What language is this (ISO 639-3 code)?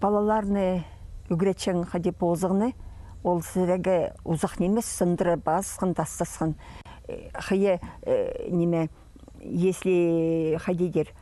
kjh